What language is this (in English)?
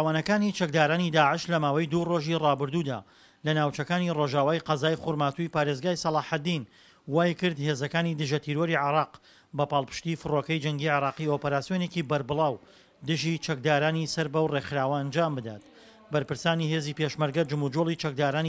Central Kurdish